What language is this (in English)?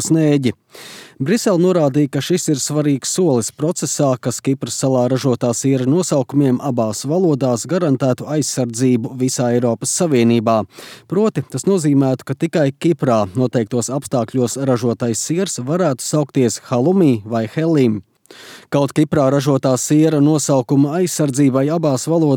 Latvian